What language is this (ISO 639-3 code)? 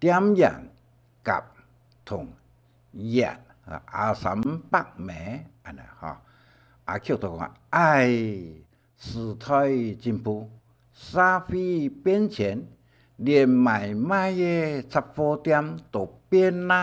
hak